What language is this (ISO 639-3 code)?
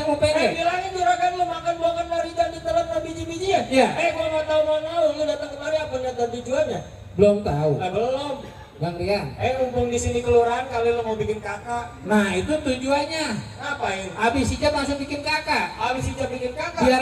bew